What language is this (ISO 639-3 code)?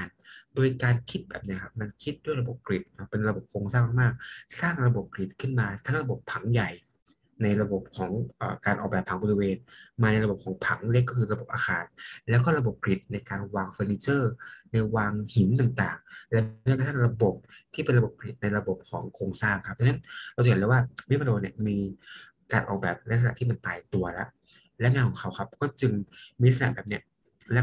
tha